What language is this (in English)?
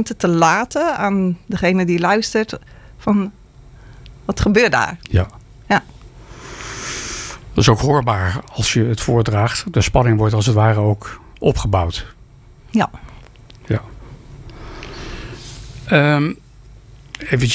Dutch